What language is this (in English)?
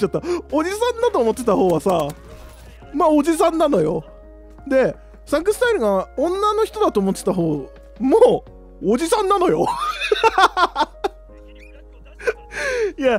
Japanese